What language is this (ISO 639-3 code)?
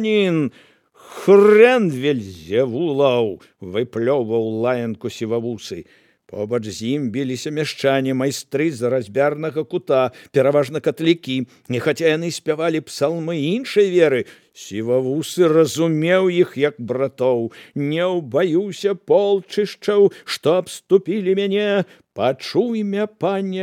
bel